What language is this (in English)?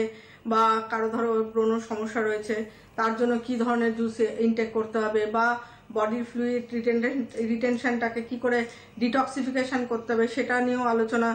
Bangla